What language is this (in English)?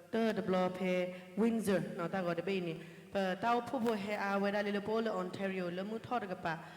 S'gaw Karen